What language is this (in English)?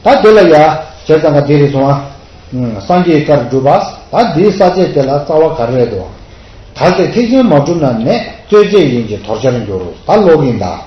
Tibetan